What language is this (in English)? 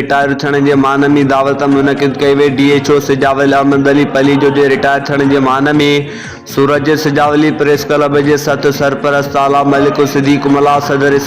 Sindhi